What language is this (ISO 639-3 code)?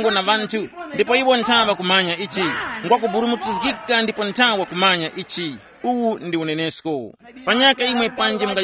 tum